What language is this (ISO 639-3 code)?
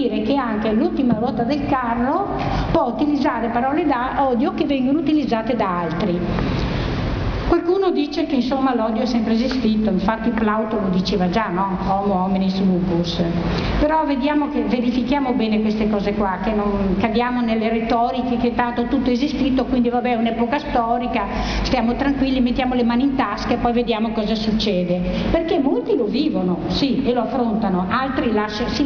ita